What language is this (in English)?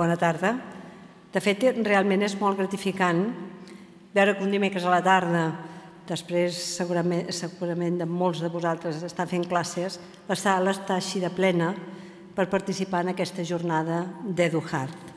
Catalan